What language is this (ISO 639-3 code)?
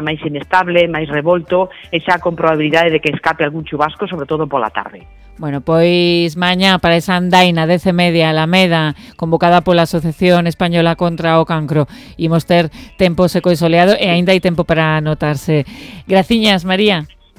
glg